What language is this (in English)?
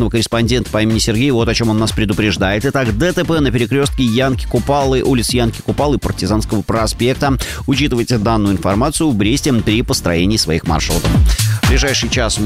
Russian